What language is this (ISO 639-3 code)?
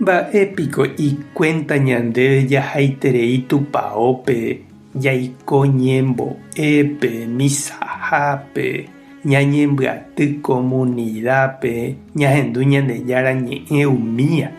grn